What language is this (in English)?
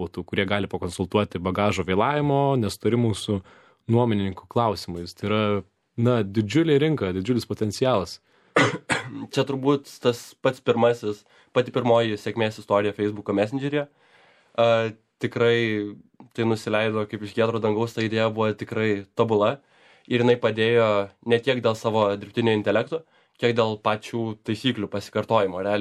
Lithuanian